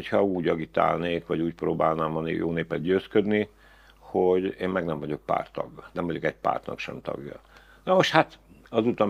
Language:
Hungarian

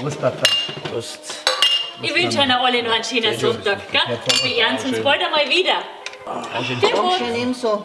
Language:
Bavarian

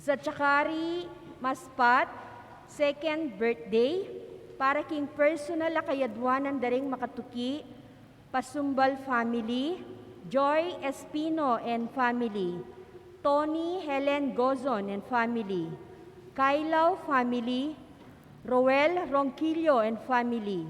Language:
Pampanga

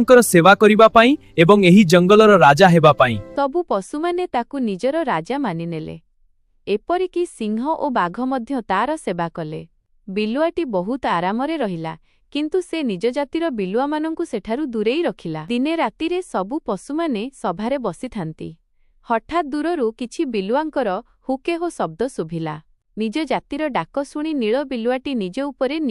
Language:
Odia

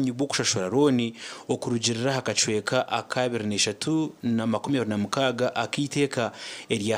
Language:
Nyankole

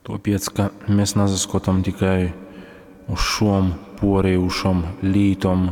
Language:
Latgalian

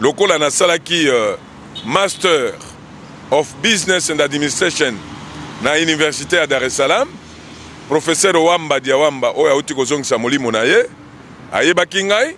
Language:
Lingala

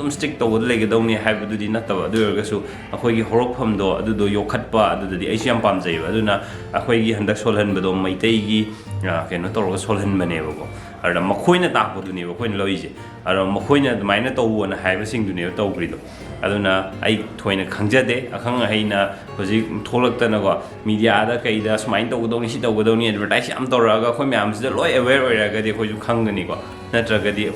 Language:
Manipuri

